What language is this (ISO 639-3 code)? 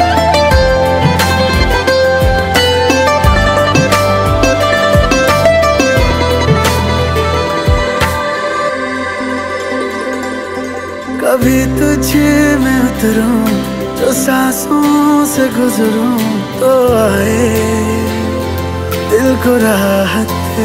hin